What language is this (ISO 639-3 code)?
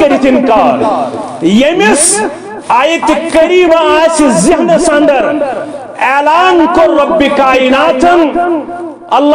kas